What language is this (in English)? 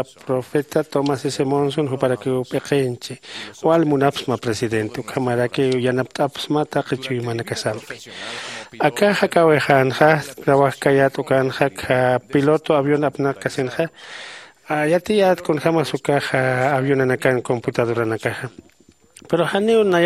Aymara